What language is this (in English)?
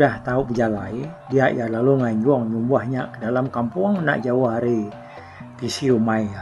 Iban